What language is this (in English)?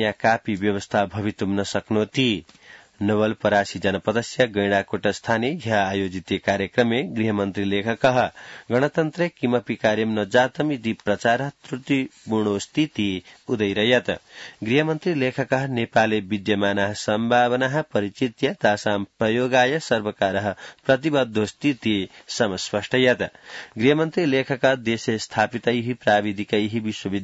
Sanskrit